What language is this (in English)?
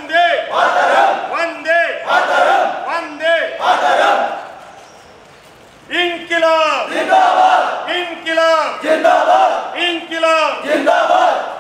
Kannada